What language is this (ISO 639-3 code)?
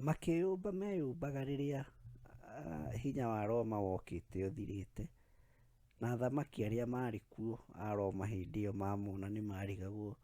kik